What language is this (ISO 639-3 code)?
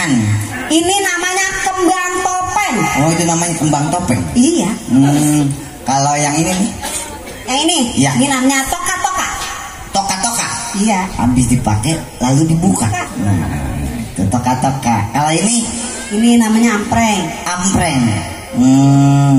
bew